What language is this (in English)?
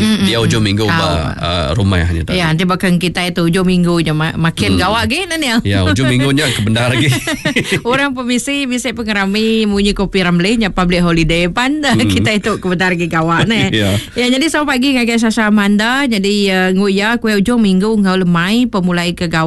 Iban